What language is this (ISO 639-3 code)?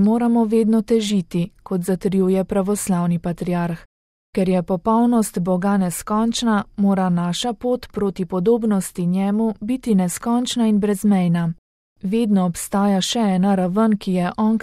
slv